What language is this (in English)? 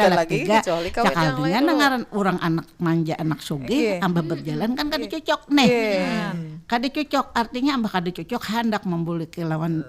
Banjar